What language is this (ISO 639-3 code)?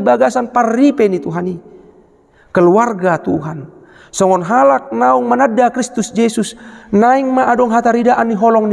bbc